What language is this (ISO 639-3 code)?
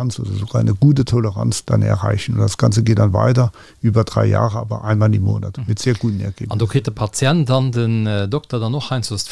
ltz